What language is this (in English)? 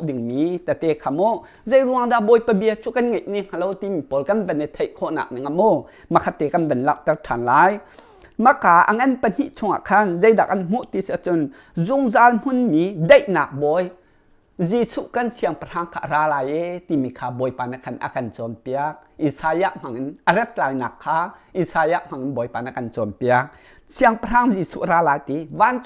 Hakha Chin